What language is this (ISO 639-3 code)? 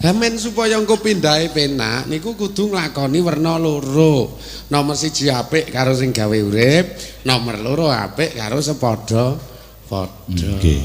jav